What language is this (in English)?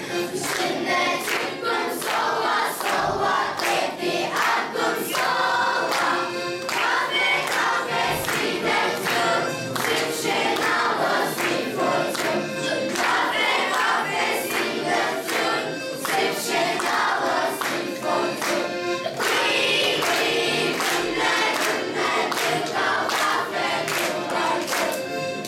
Kabardian